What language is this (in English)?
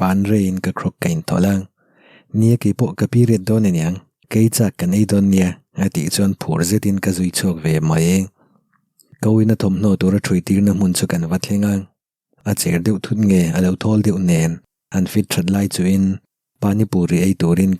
Mizo